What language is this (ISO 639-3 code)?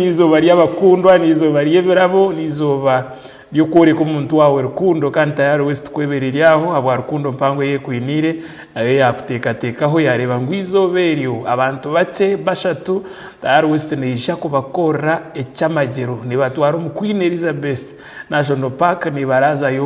nyn